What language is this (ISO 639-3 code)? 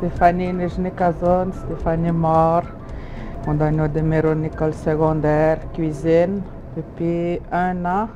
atj